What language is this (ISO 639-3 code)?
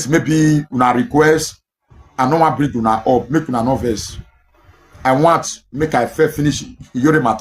pcm